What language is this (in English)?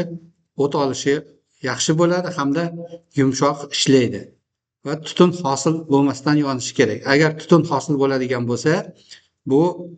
Uzbek